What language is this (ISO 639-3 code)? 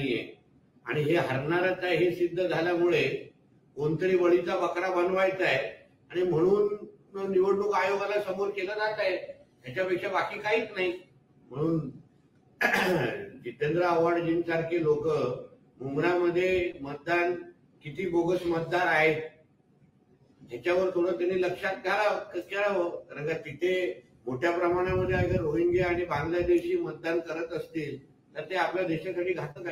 mar